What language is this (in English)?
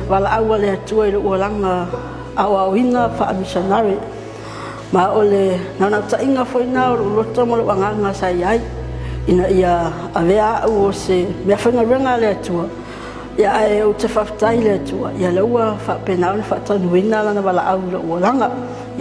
Samoan